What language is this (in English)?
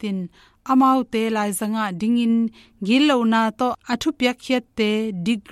Tedim Chin